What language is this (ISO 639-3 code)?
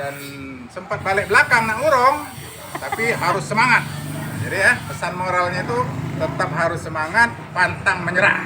mui